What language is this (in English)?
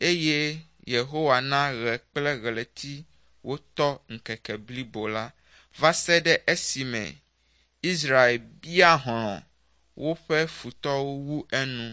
Ewe